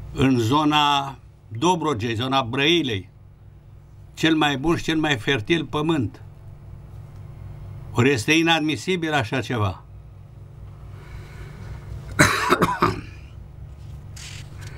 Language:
Romanian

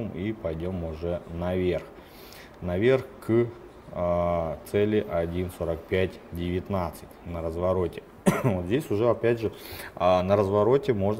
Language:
Russian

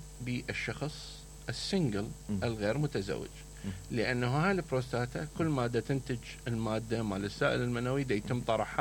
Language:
Mesopotamian Arabic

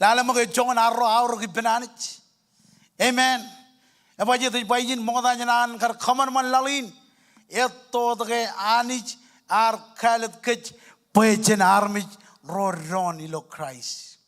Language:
Marshallese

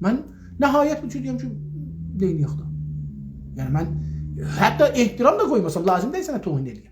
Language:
South Azerbaijani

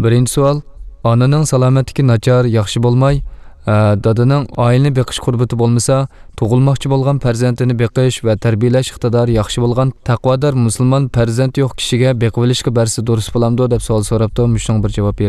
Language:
Uyghur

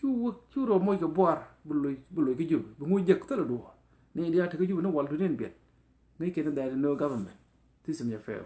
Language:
Nuer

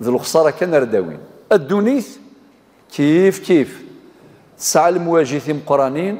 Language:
Kabyle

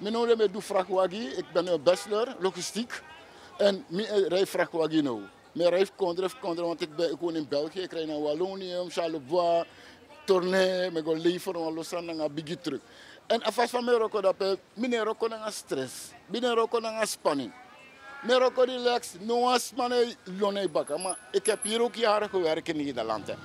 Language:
Sranan Tongo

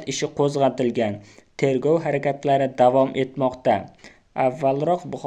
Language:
Uzbek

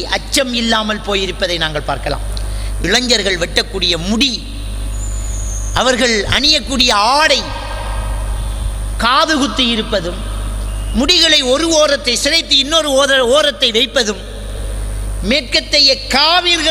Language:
Tamil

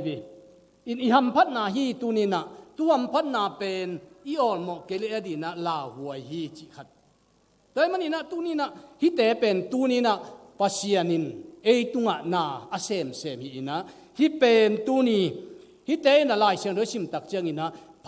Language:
Tedim Chin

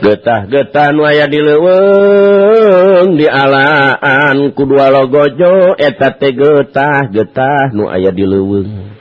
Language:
Sundanese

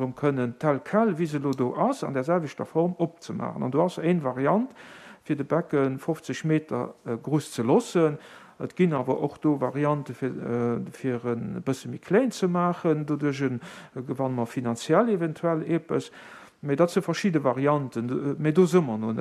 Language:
Luxembourgish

